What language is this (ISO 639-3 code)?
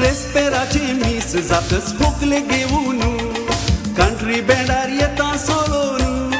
kok